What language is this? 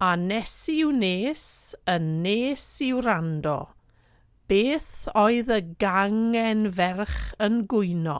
Welsh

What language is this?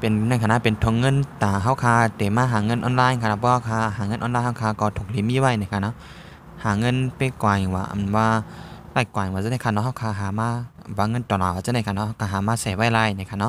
Shan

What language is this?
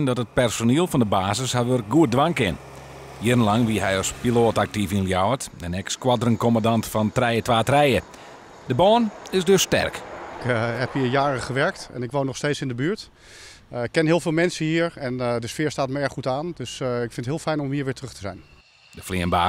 Western Frisian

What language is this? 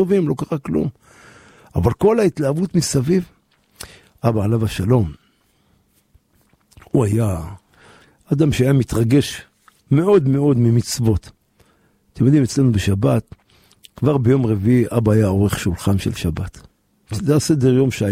Hebrew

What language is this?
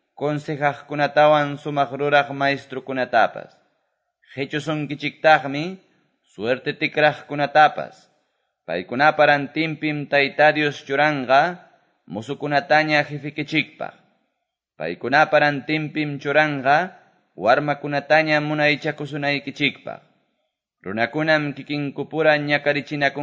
Quechua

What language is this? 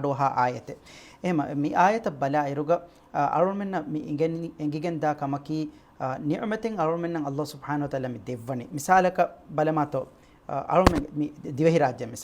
Divehi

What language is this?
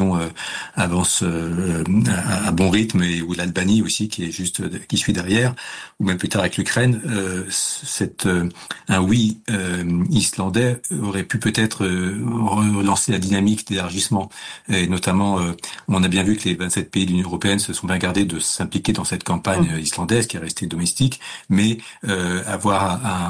French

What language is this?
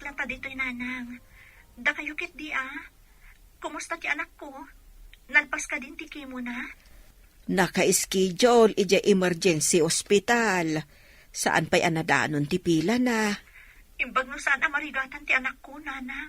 Iloko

